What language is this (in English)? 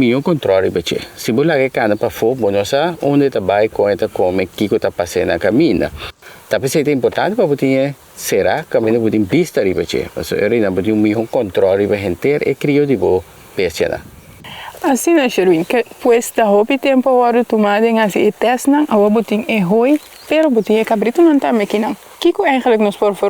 Papiamento